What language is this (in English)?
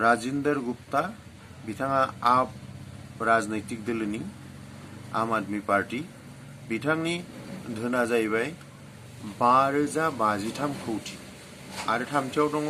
Bodo